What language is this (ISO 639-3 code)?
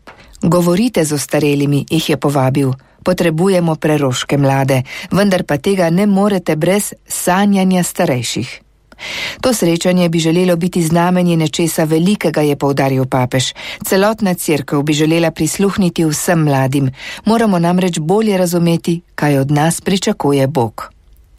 slv